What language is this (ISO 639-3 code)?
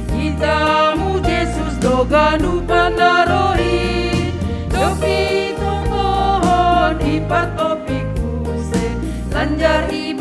bts